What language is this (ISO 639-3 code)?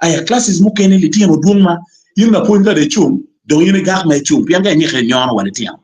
ach